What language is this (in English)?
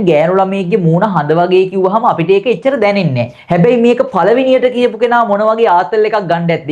Sinhala